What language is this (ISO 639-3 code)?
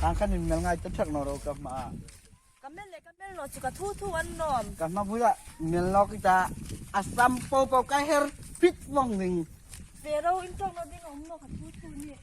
hmr